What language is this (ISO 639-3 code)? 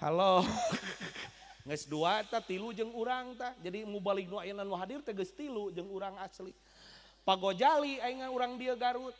sun